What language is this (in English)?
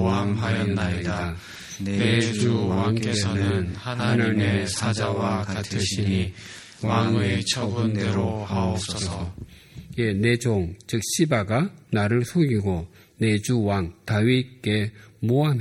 Korean